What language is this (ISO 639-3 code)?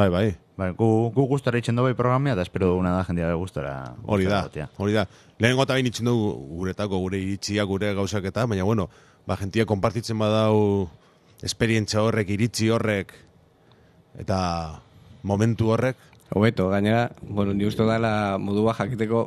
eus